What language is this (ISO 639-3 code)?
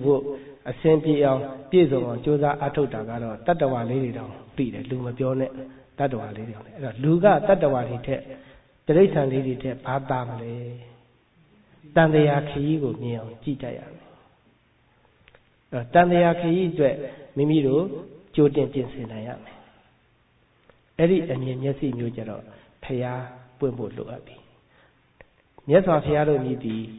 mya